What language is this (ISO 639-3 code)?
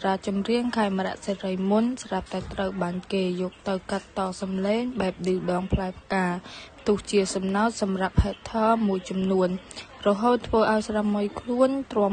khm